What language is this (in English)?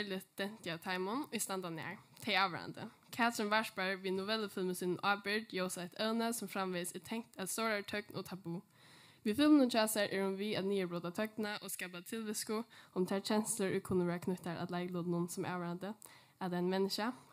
Faroese